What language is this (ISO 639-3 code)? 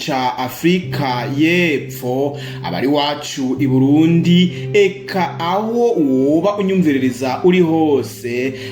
run